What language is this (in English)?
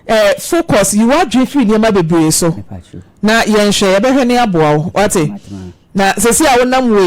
Akan